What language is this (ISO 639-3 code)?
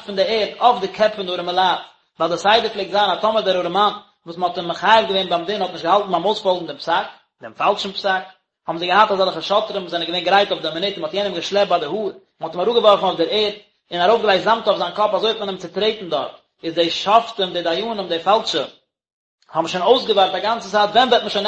yid